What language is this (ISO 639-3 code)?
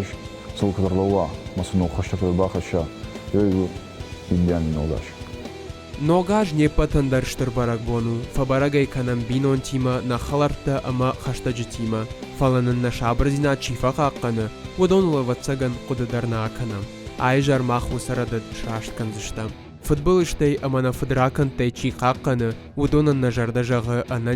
oss